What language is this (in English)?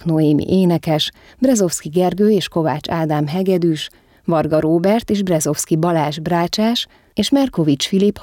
Hungarian